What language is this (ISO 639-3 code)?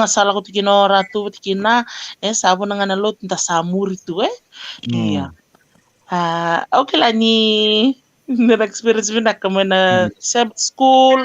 fij